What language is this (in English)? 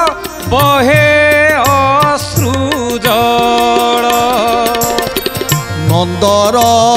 Odia